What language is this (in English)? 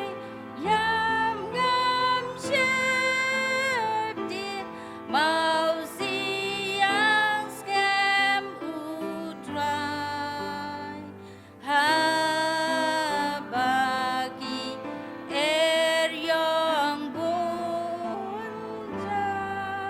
Khasi